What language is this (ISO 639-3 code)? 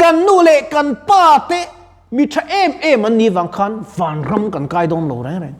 lus